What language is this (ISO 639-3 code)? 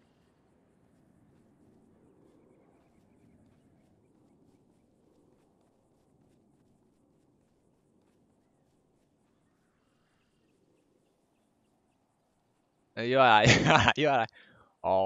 zho